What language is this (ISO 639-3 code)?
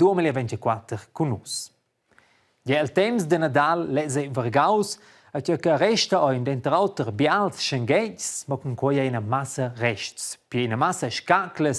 roh